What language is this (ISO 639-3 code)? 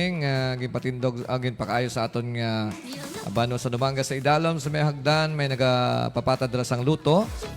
hil